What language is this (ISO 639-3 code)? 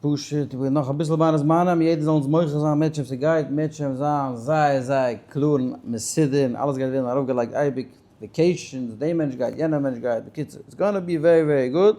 yid